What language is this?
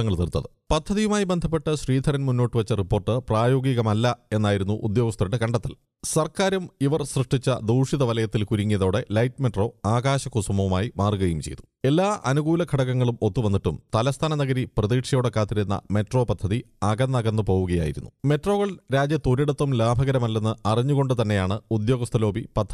Malayalam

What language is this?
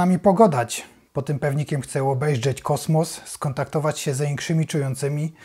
Silesian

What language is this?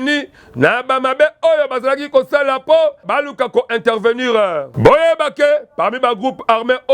Lingala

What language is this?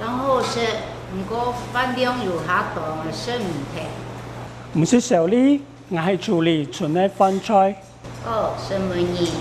Hakka Chinese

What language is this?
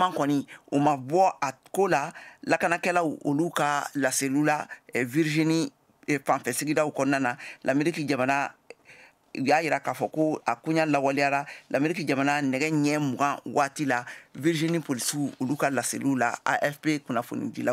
Bambara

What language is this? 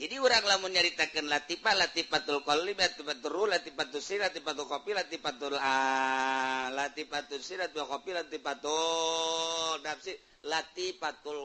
Sundanese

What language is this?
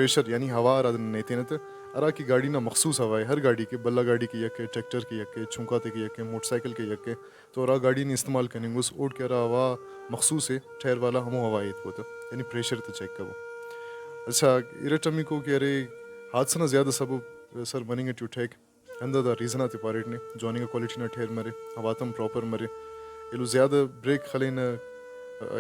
Brahui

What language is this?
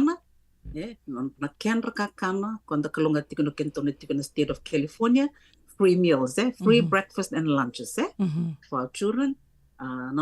Fijian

